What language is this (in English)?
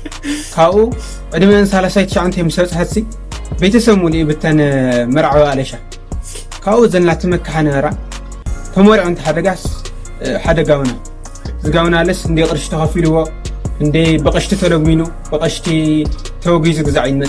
Tigrinya